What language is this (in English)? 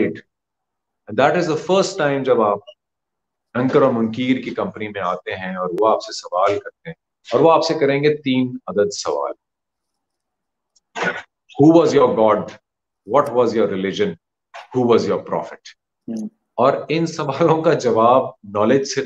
Urdu